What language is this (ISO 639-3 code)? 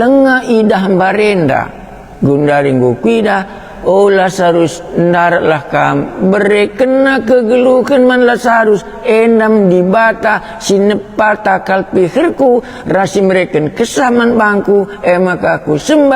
btx